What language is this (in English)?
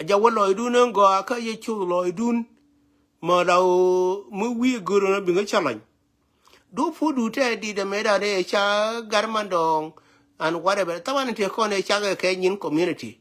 Nuer